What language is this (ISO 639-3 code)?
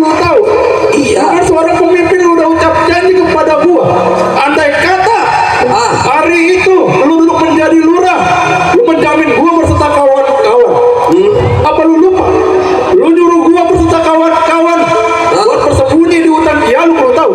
bew